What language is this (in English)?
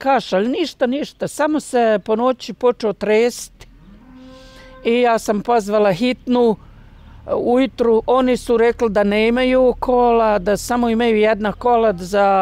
Bosnian